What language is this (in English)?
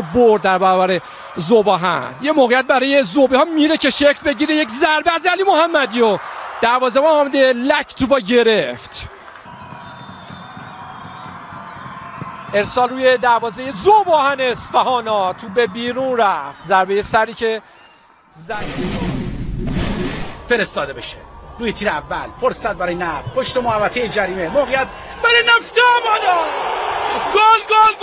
Persian